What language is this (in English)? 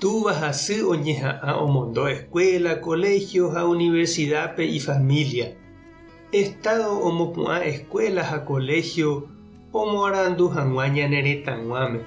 Guarani